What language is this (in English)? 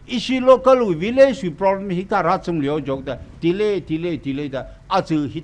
Tangkhul Naga (India)